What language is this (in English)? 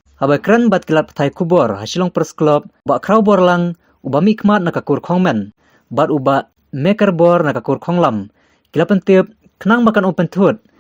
Khasi